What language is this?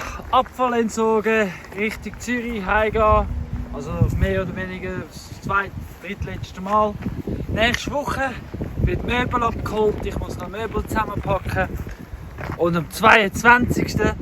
Swiss German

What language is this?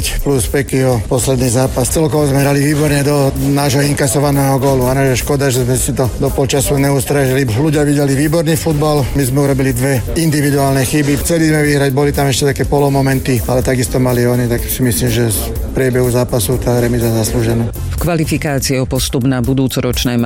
Slovak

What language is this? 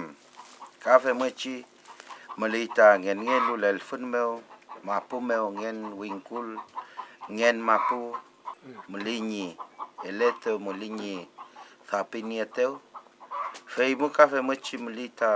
Mapuche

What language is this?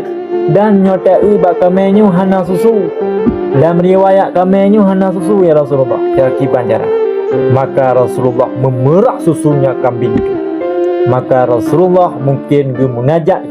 Achinese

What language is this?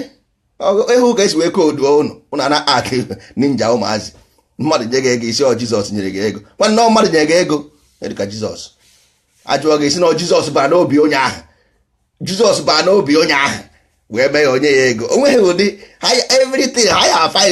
Igbo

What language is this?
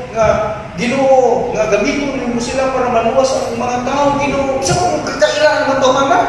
Cebuano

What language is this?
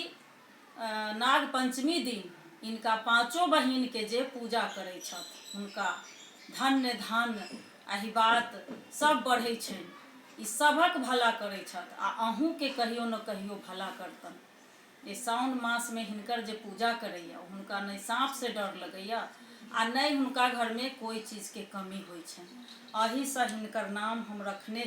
Maithili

